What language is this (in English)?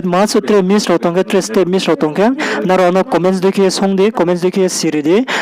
Riang (India)